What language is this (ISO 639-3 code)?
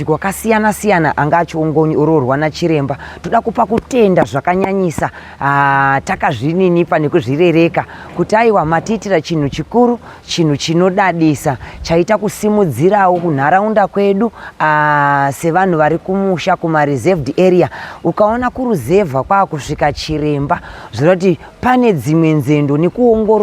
sna